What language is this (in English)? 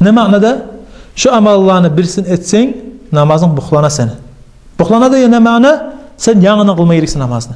Kumyk